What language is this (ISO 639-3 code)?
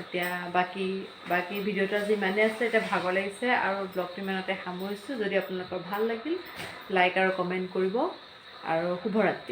asm